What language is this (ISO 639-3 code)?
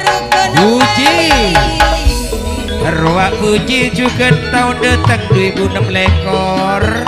mad